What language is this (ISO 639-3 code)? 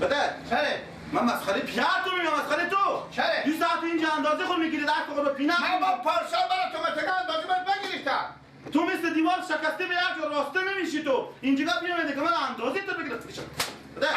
fas